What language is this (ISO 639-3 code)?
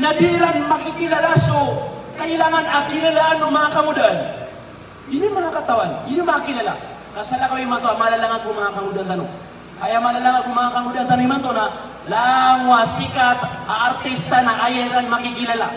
mrw